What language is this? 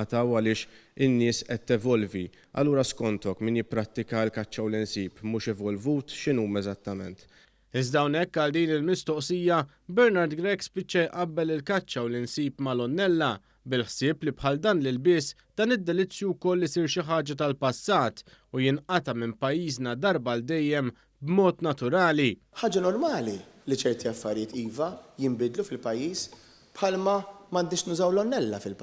Maltese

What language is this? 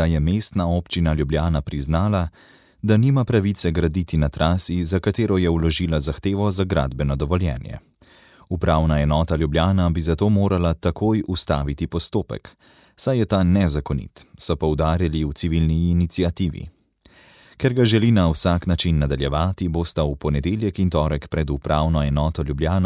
Slovenian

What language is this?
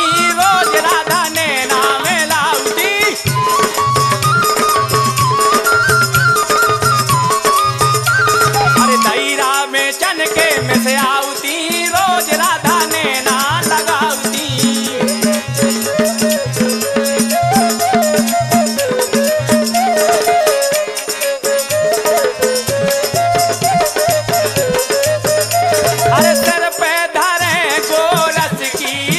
Bundeli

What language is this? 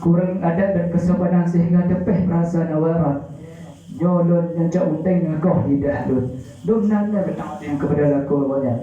Achinese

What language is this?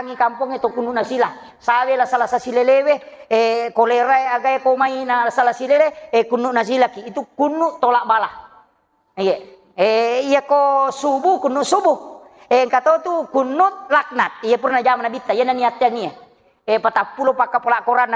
Buginese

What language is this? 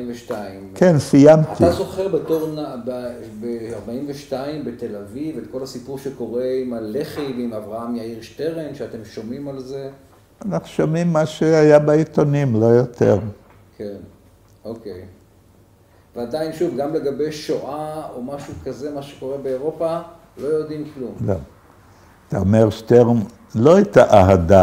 Hebrew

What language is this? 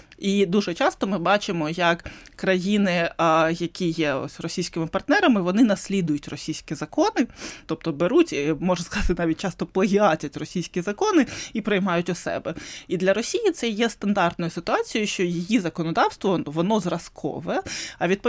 Ukrainian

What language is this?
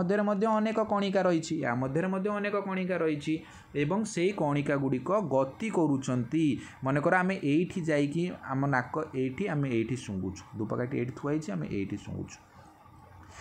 Odia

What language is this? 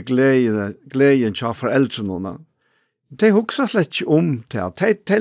Faroese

